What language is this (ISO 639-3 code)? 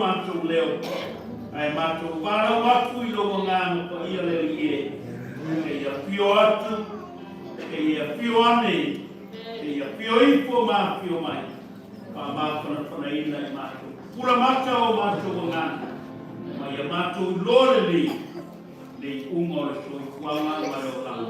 smo